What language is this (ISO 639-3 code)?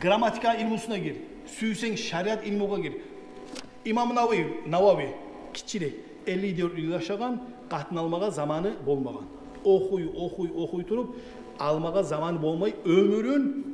kum